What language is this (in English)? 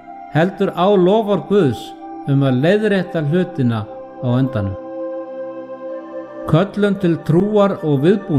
Icelandic